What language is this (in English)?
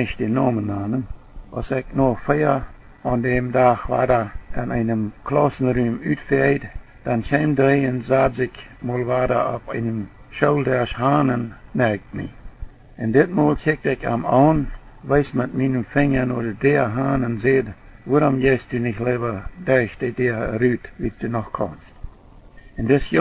Plautdietsch